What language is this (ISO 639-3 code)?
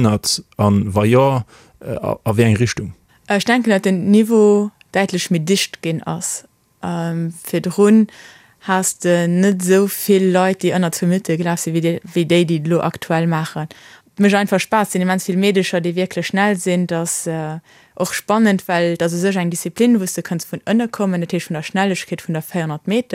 ltz